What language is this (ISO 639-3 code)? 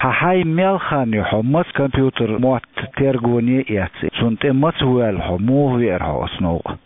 che